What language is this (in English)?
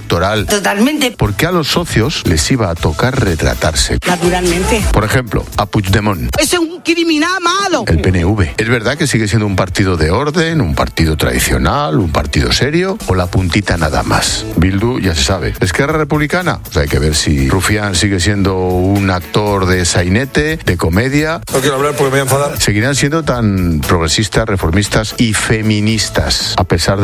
Spanish